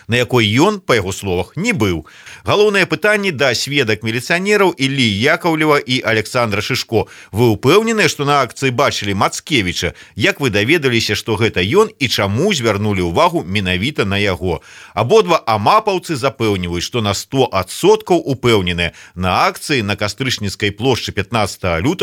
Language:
Belarusian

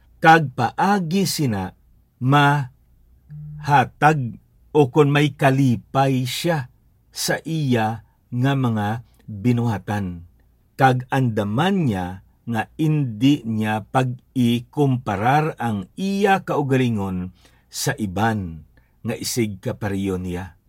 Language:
Hiligaynon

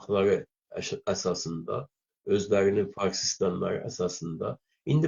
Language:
South Azerbaijani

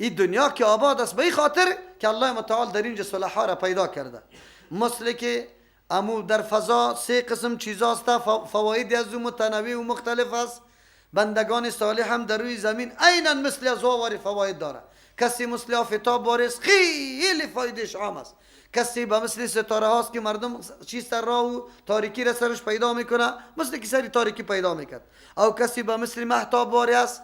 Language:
Persian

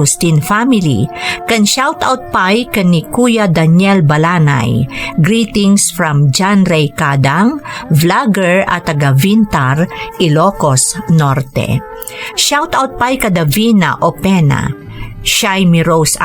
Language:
Iloko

